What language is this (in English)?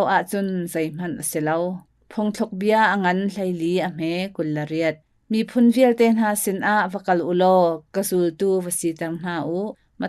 Hakha Chin